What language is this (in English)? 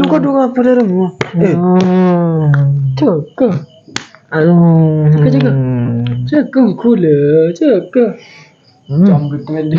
Madurese